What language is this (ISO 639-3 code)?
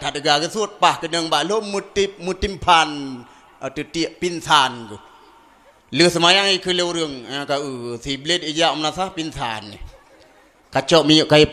ace